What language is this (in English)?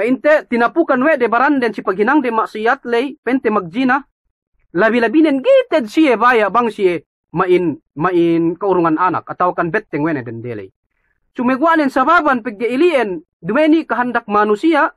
Yakan